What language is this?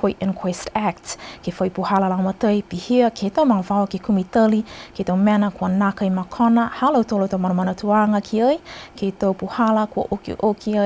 Niuean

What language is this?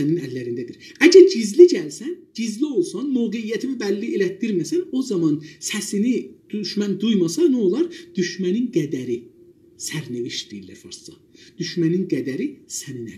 South Azerbaijani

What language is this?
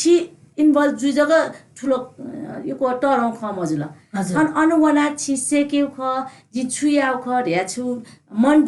Newari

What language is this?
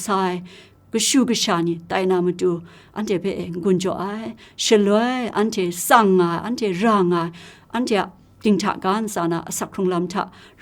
Kachin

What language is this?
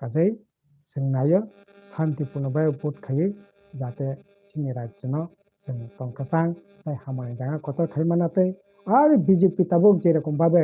Kok Borok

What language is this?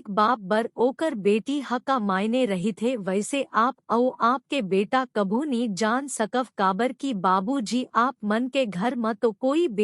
Chhattisgarhi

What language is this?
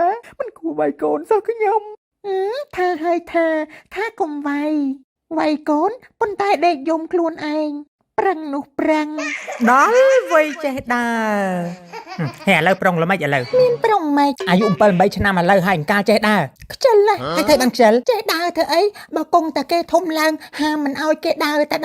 Khmer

